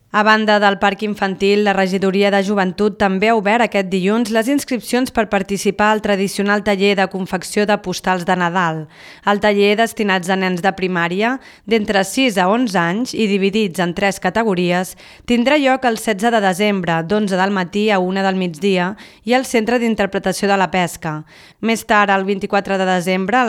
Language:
Catalan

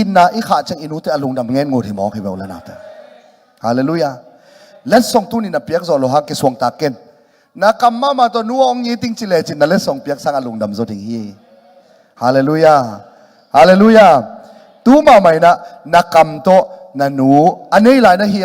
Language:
Tedim Chin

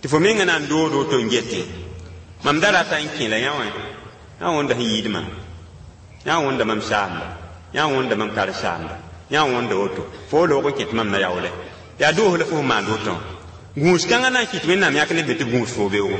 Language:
Mossi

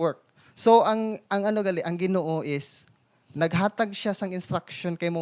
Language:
Hiligaynon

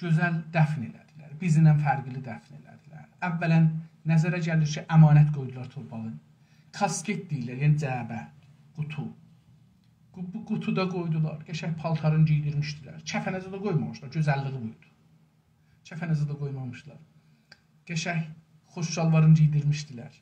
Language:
South Azerbaijani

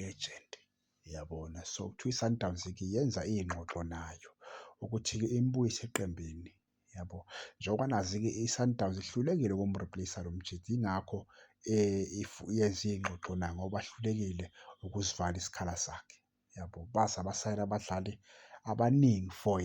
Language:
Zulu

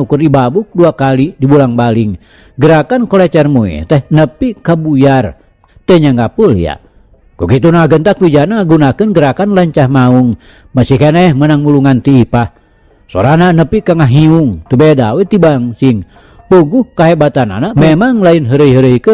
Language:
Sundanese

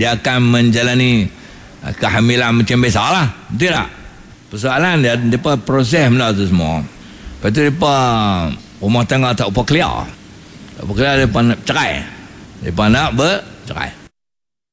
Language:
Malay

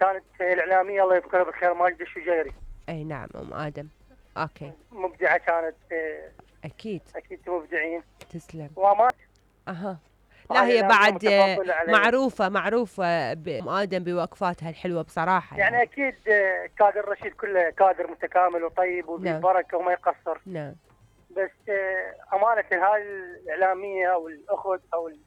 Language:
Mesopotamian Arabic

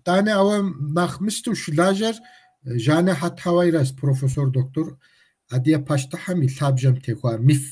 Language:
Kabardian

